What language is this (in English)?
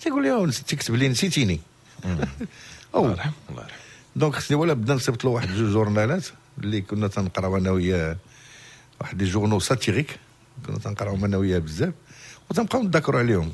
Moroccan Arabic